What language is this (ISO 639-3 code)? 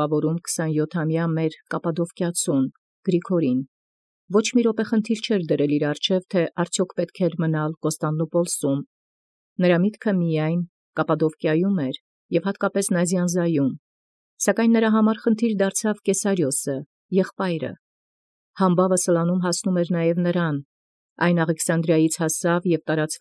hye